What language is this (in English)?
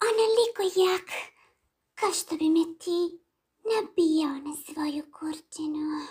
Serbian